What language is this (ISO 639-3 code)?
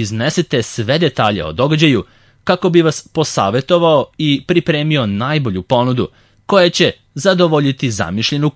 srp